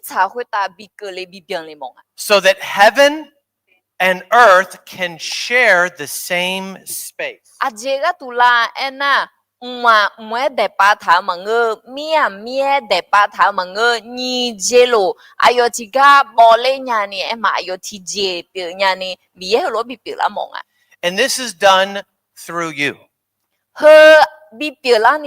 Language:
Akha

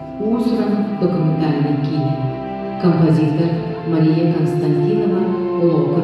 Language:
Yakut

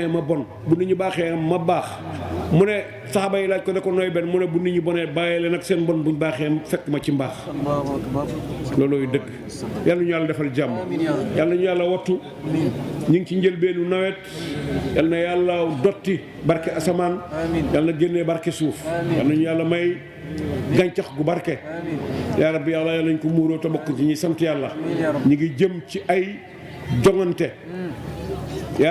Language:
Wolof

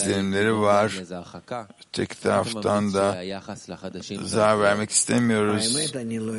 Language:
Turkish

